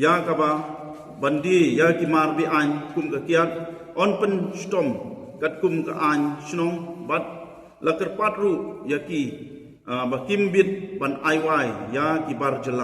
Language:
Khasi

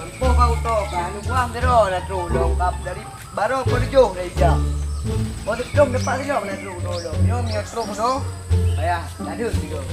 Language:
Achinese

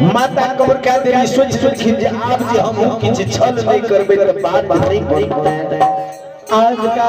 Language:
Maithili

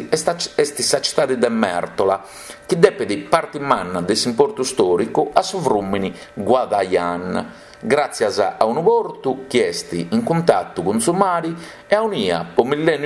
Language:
Sardinian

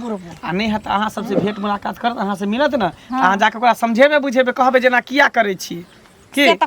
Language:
Maithili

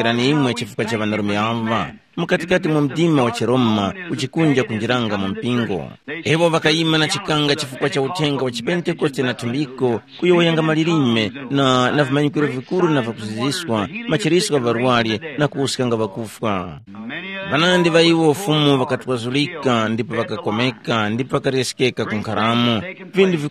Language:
Tumbuka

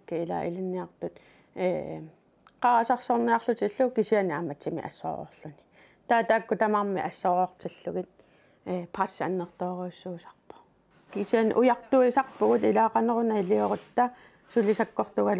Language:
Kalaallisut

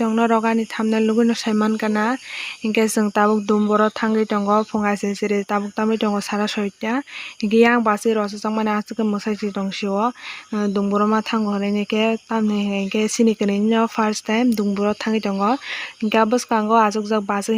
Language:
Kok Borok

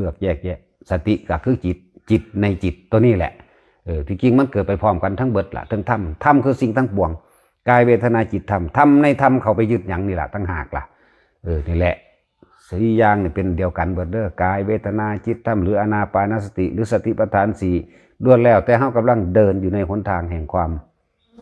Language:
Northeastern Thai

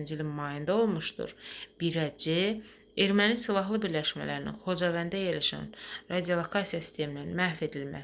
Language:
Azerbaijani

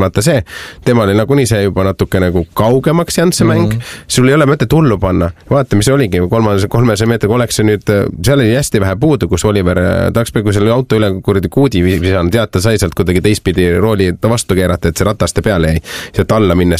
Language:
Estonian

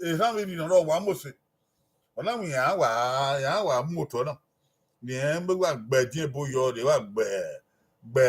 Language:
Bini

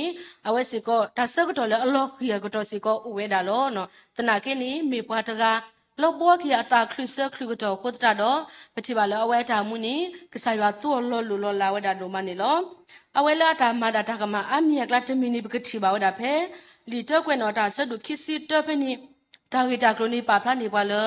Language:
S'gaw Karen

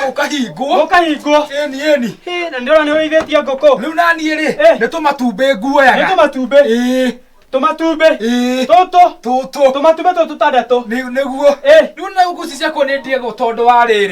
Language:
Kikuyu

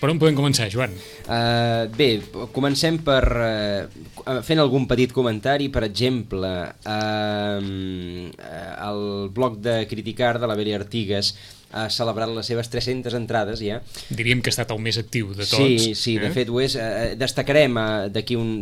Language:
Catalan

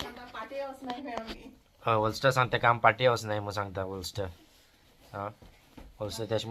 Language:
Konkani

